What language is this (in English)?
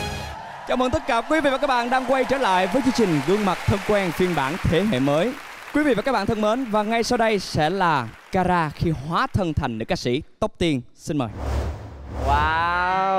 Vietnamese